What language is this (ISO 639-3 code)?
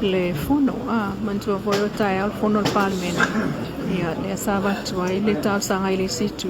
smo